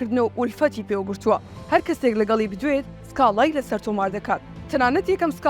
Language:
Central Kurdish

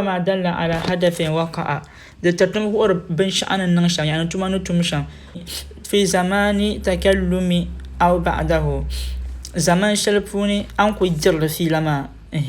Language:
Dagbani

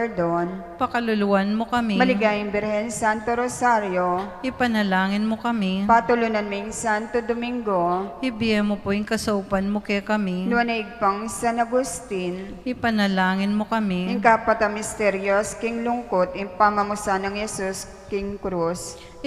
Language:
Pampanga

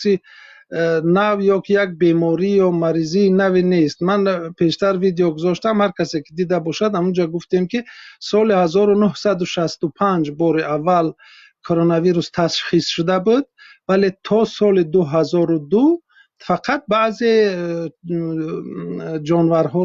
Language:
Tajik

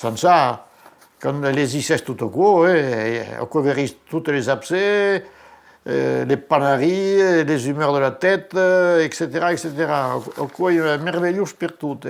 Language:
Occitan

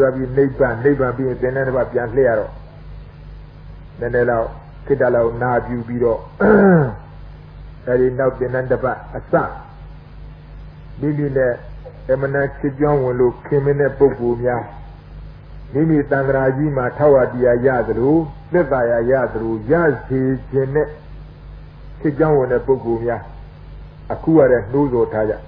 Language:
Burmese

